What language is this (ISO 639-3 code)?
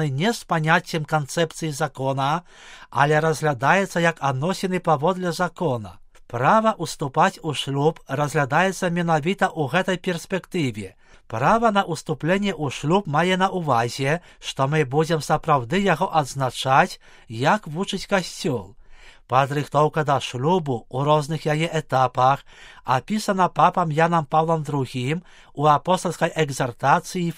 bel